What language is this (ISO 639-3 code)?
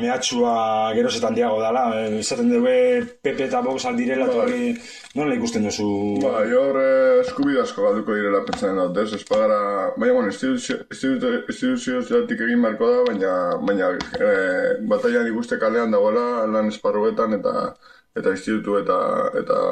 eus